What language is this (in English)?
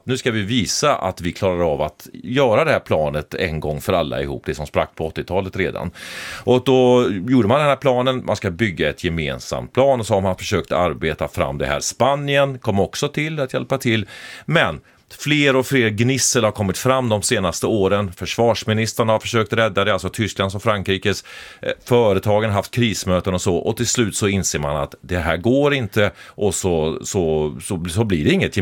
Swedish